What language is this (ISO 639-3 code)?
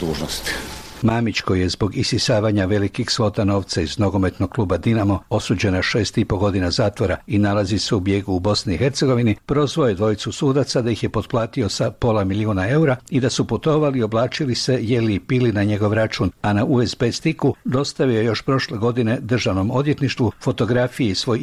hrv